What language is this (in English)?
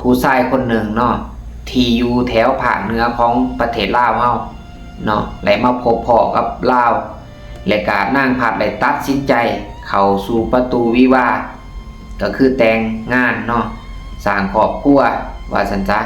Lao